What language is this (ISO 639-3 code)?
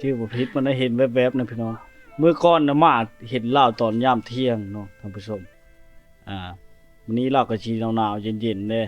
lao